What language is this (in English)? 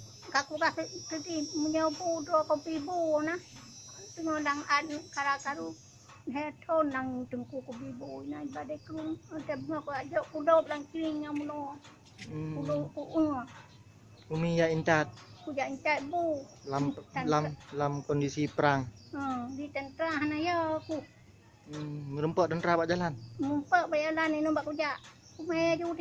Achinese